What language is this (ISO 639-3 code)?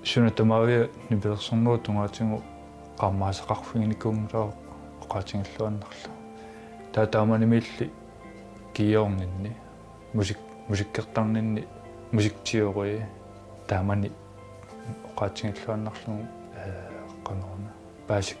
kal